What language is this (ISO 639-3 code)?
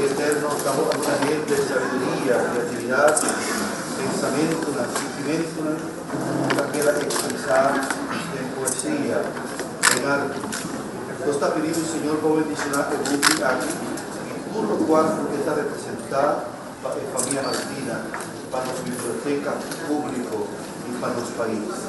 pap